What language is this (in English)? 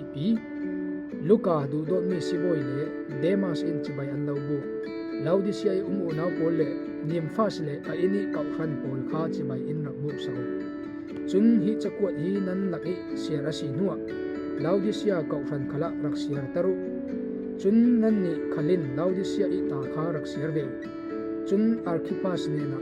Falam Chin